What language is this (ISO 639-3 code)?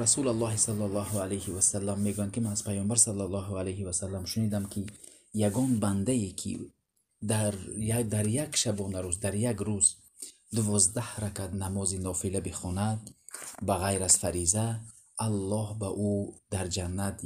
tgk